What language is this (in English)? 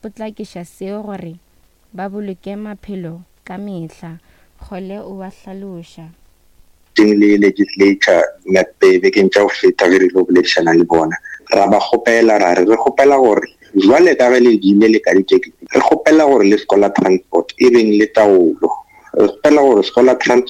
Northern Sotho